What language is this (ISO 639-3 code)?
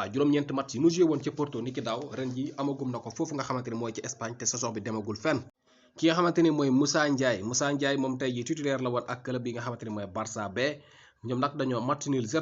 wol